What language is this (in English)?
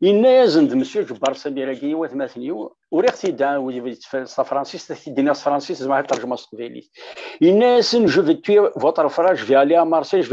Kabyle